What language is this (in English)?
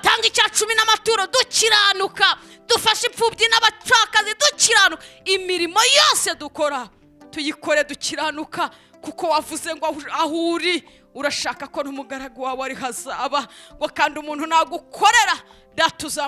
Kinyarwanda